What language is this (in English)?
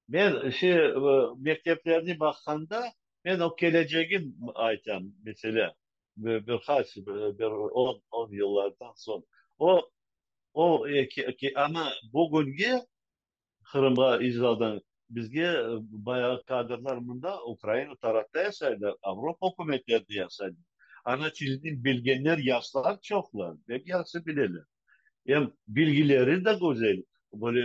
Crimean Tatar